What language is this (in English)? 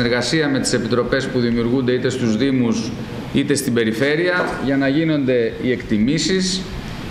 Greek